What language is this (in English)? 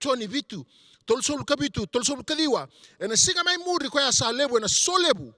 Fijian